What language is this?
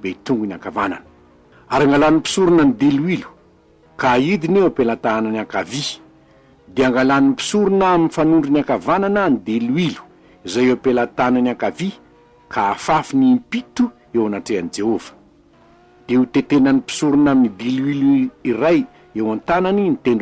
Malagasy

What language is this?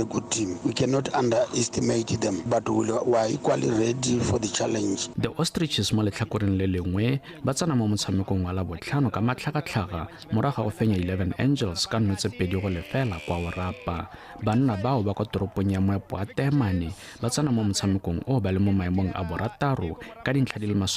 Tswana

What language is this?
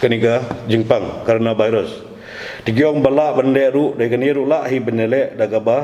Khasi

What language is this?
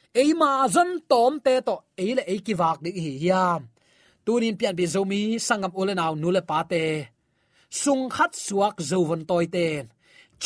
Tedim Chin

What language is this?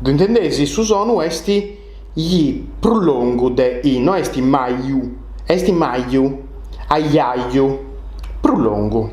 Sardinian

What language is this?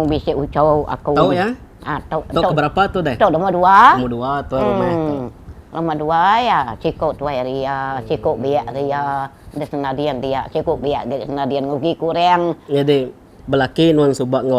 Iban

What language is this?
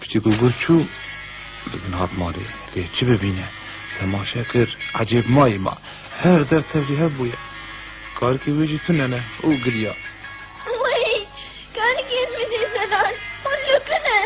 Kurdish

